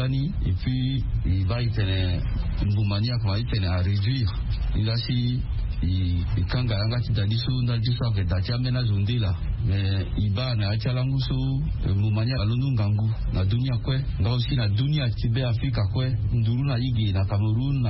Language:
Sango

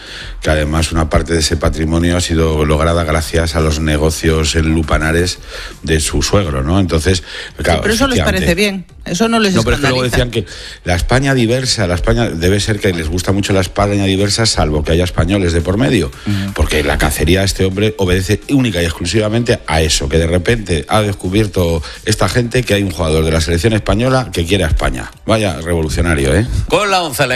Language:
Spanish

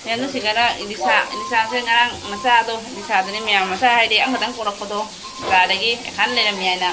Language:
Manipuri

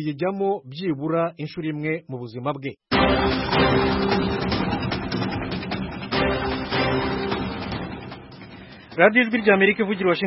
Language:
Kinyarwanda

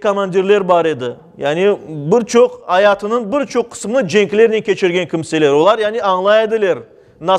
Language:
Crimean Tatar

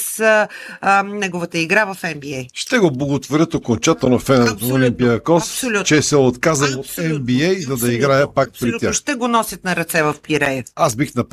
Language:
Bulgarian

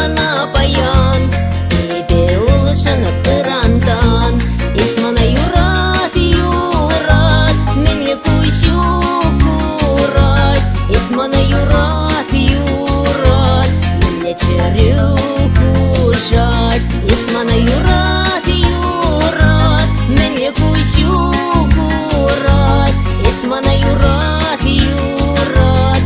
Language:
Chuvash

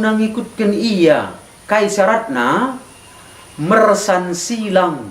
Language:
Batak Karo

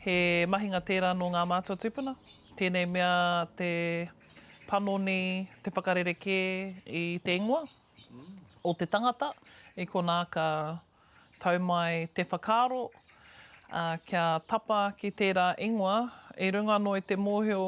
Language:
Māori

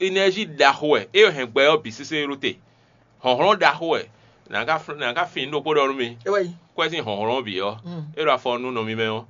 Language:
Fon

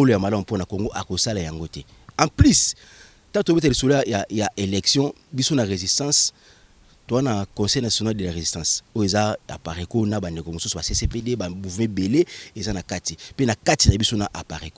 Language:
Lingala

